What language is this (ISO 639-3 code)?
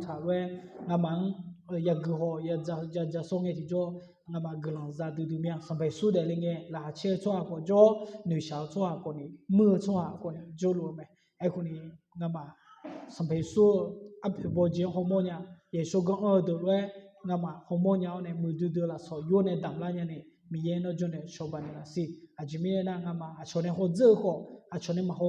ahk